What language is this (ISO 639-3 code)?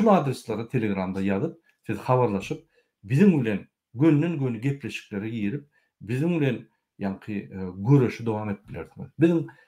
tuk